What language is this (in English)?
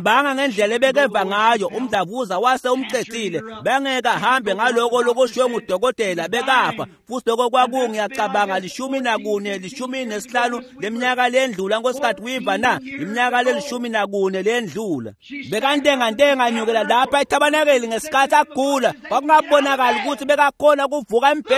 Swati